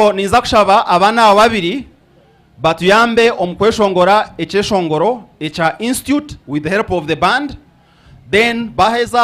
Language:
Nyankole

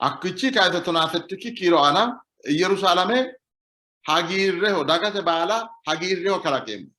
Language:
Sidamo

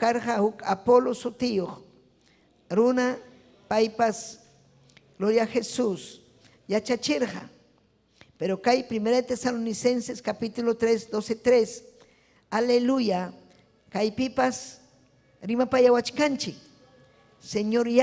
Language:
Ayacucho Quechua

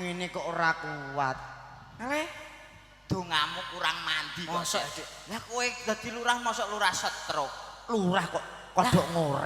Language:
Javanese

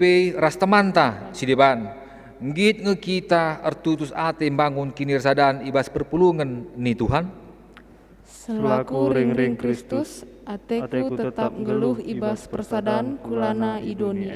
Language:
Batak Karo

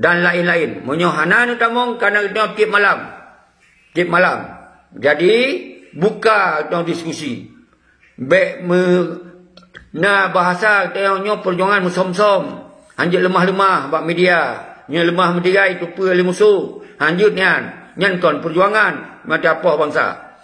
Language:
Achinese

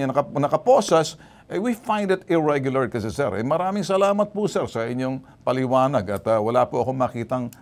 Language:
Filipino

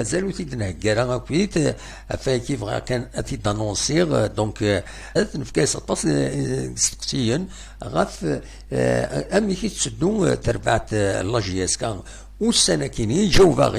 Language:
Kabyle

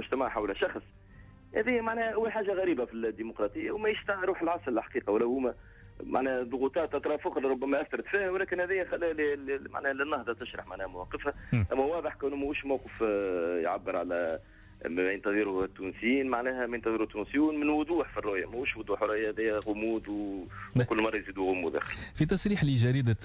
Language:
Tunisian Arabic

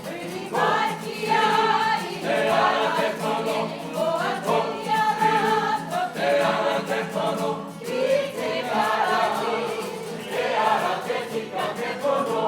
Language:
Māori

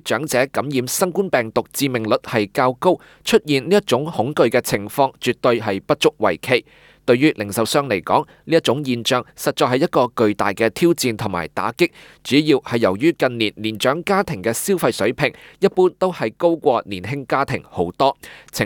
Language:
Cantonese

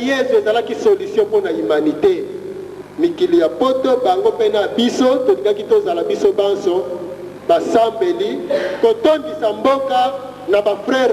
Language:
Lingala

